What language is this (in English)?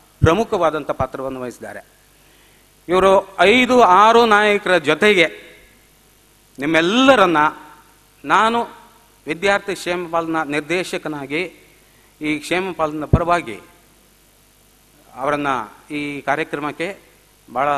Kannada